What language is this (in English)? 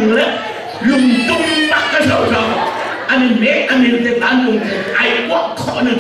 Hakha Chin